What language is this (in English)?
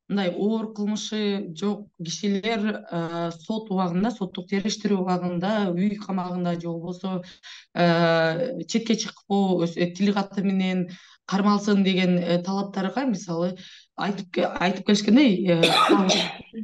Kyrgyz